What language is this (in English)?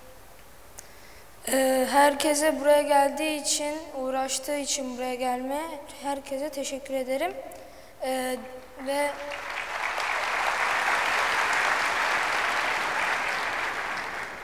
Turkish